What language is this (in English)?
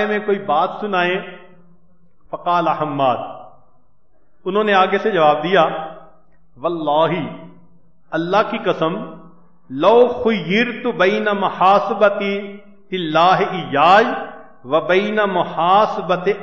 Urdu